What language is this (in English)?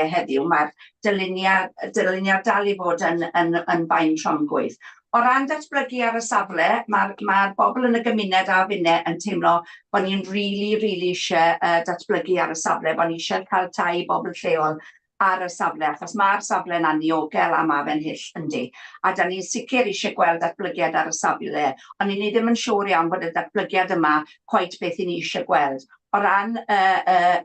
Welsh